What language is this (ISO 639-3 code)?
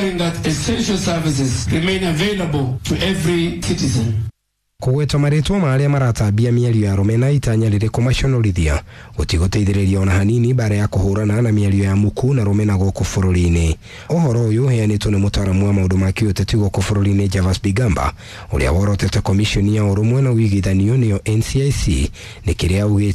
kik